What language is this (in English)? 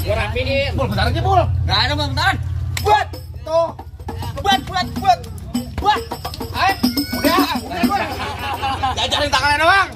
Betawi